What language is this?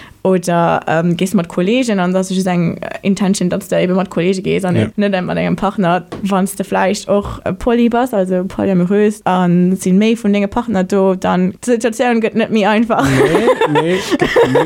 Luxembourgish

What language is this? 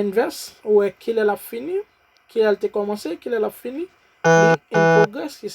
Haitian Creole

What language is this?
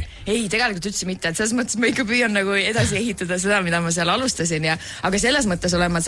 Estonian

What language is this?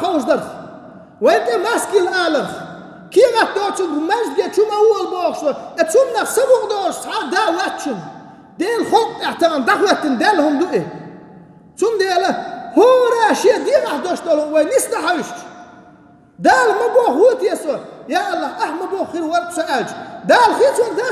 Chechen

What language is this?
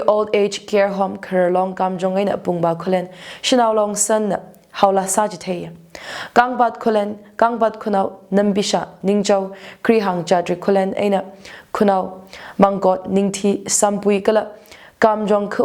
Tangkhul Naga (India)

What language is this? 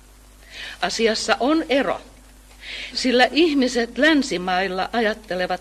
Finnish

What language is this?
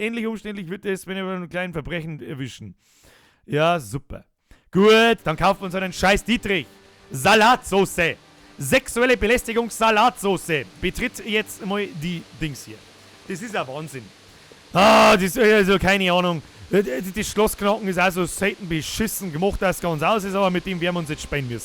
Bavarian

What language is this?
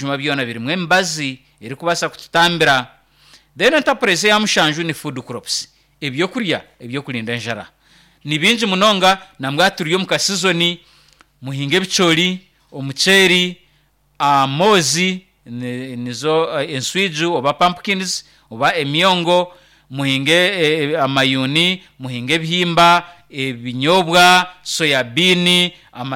Nyankole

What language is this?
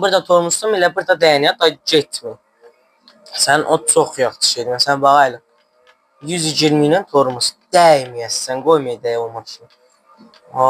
South Azerbaijani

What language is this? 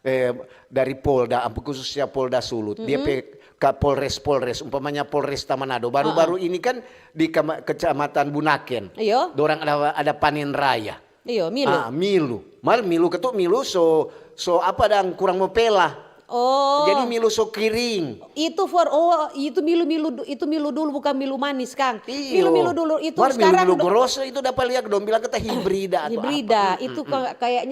Manado Malay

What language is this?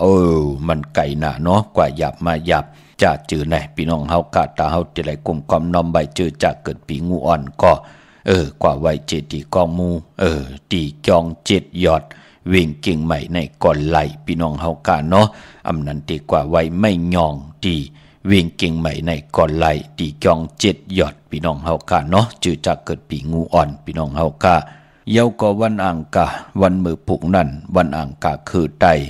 Shan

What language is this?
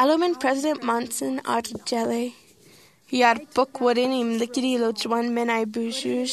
Marshallese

